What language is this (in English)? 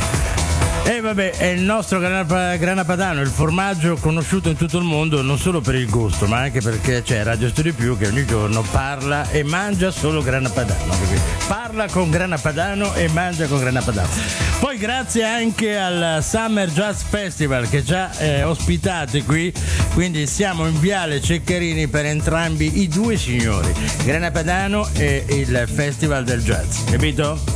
Italian